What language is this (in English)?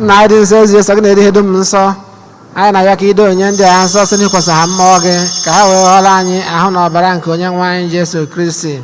Igbo